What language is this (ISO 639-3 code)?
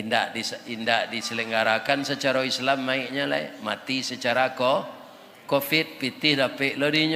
min